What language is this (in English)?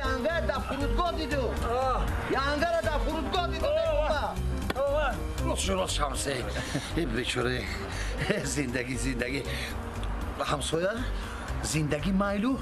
Tajik